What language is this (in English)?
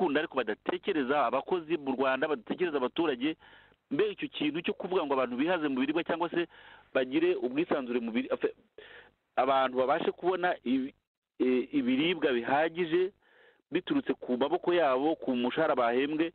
Kinyarwanda